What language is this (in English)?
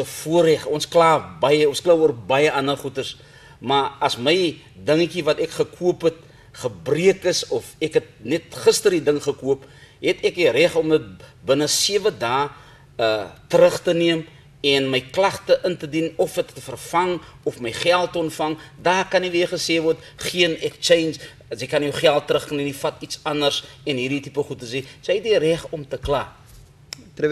Afrikaans